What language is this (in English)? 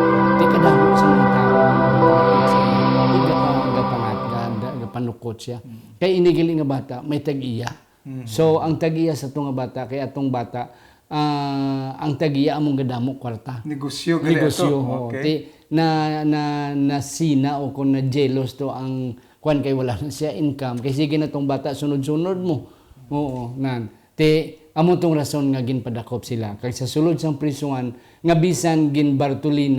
Hiligaynon